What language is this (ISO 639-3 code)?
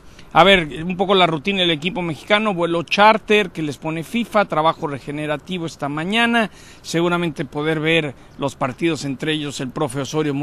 spa